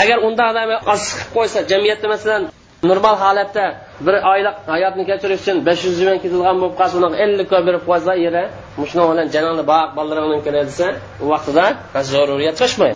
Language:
Uyghur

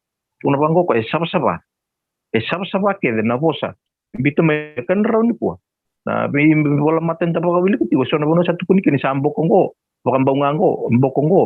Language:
Fijian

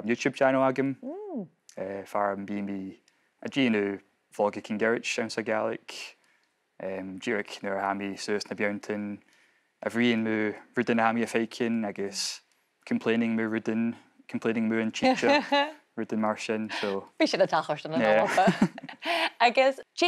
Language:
Scottish Gaelic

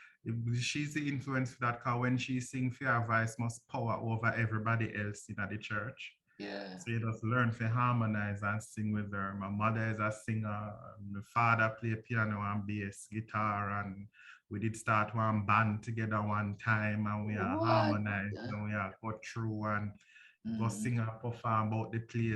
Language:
Jamaican Creole English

